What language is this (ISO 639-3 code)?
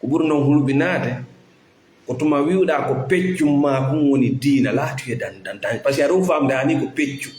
ful